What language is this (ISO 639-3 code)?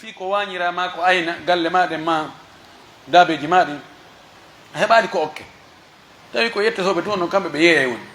fuf